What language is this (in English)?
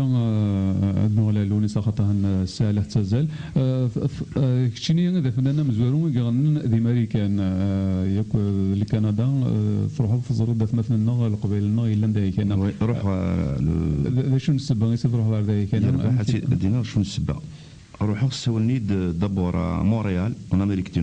Kabyle